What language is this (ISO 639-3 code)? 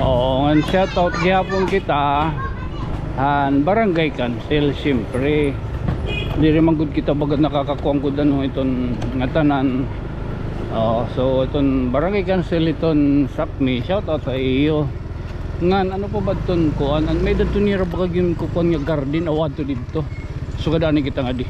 war